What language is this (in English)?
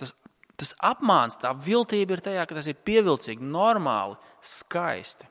Latvian